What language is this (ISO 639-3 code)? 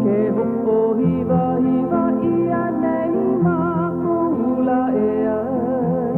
haw